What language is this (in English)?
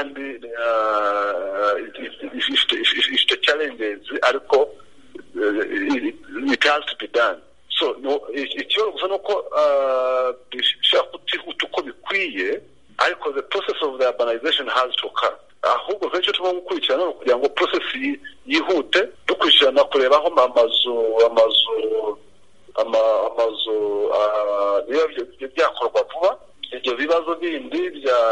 Kinyarwanda